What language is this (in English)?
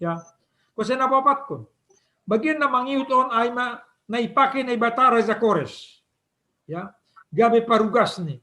Batak Simalungun